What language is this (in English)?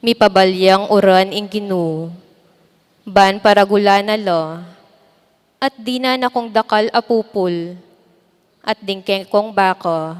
Pampanga